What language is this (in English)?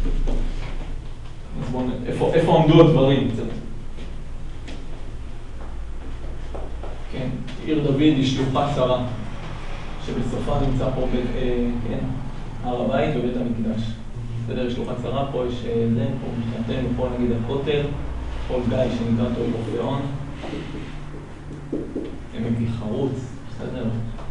Hebrew